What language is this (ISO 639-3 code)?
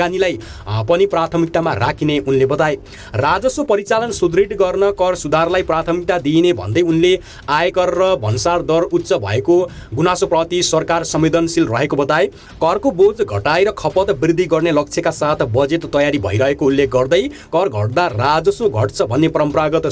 nep